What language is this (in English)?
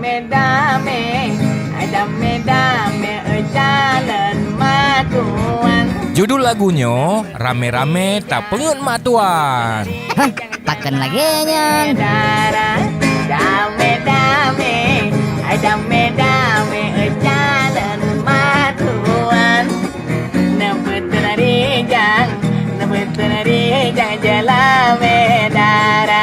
Achinese